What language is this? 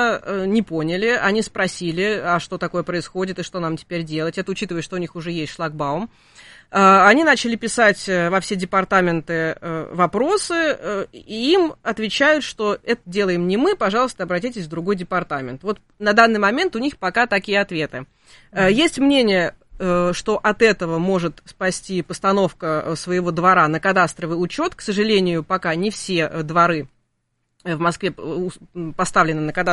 Russian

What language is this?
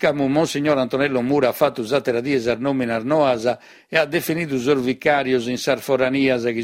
Sardinian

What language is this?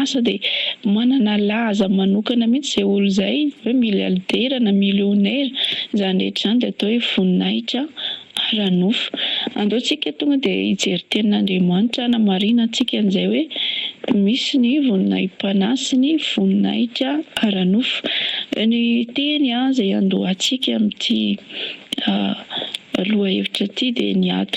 Malagasy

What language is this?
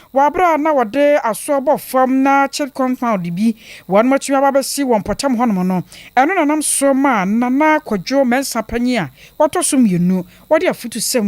Akan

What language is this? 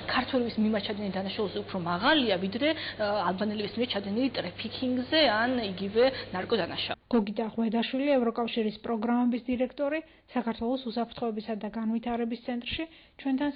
Georgian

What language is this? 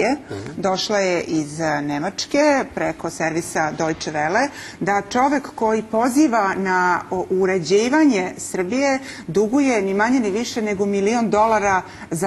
Serbian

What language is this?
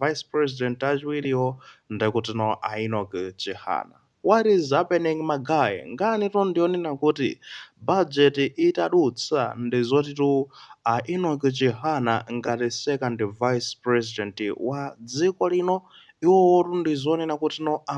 Nyanja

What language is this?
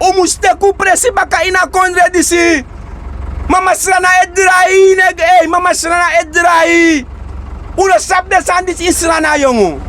Sranan Tongo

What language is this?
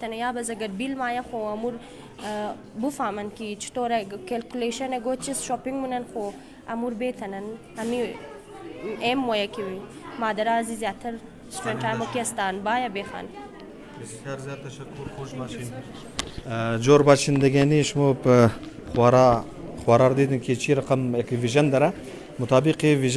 Hazaragi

